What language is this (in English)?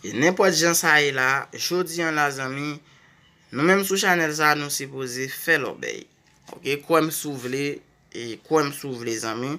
Haitian Creole